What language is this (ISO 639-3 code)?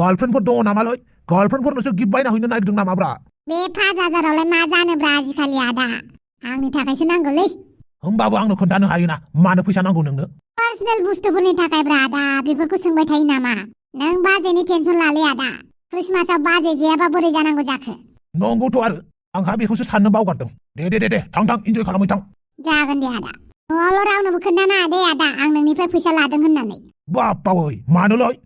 brx